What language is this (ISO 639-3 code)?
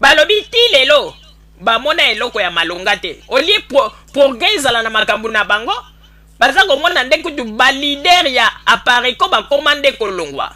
lin